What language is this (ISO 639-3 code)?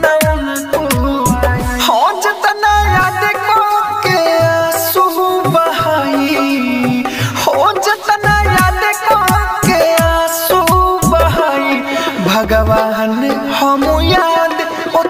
bho